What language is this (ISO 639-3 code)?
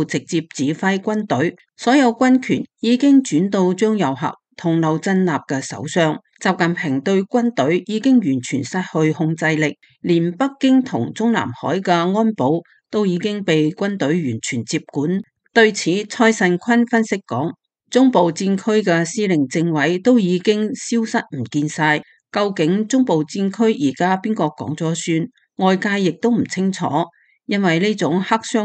yue